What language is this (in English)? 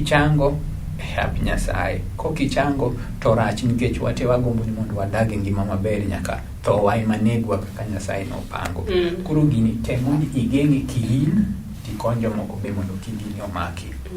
Luo (Kenya and Tanzania)